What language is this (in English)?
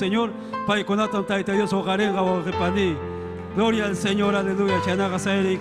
Ayacucho Quechua